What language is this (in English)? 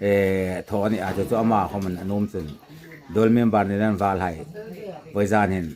Hmar